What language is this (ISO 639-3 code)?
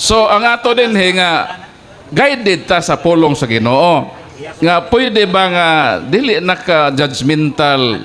ceb